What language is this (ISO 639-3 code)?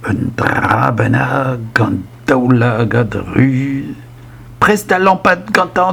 bre